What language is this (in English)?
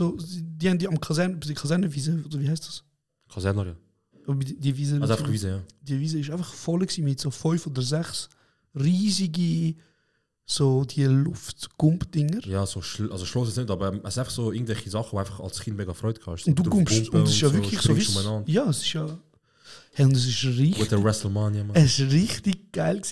Swiss German